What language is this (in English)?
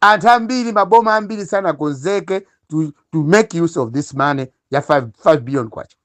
Nyanja